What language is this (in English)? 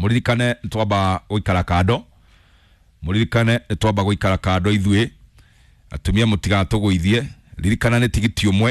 Kikuyu